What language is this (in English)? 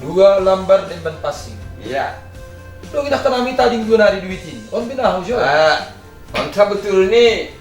Batak Simalungun